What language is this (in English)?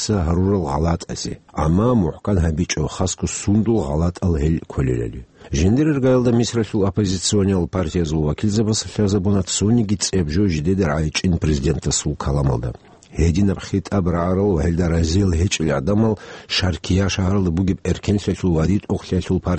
Avaric